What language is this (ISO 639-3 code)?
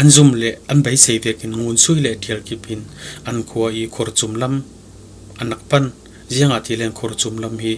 cfm